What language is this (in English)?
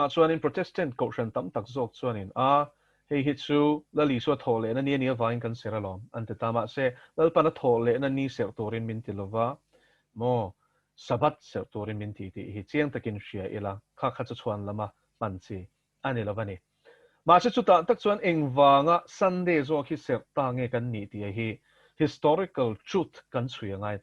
Mizo